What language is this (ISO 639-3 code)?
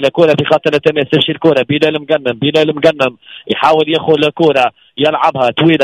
aeb